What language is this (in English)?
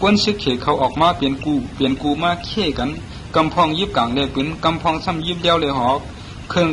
Shan